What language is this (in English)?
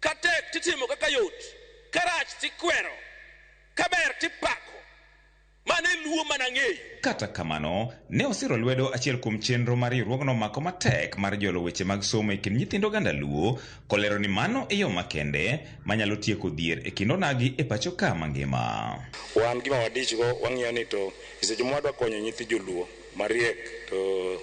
Luo (Kenya and Tanzania)